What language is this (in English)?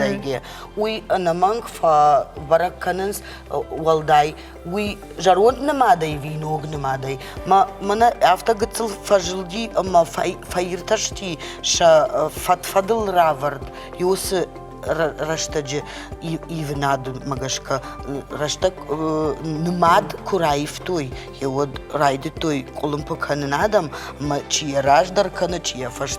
Ossetic